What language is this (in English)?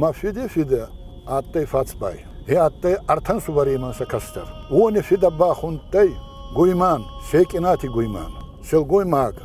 Ossetic